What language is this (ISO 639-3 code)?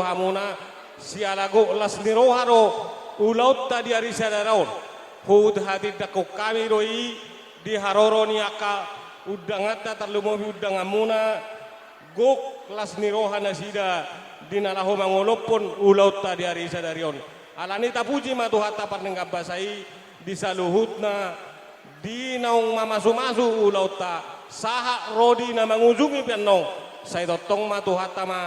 bbc